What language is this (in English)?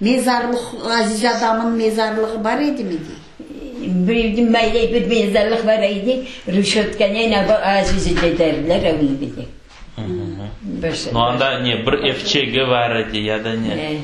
Crimean Tatar